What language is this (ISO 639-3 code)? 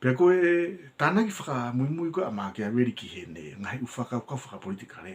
ton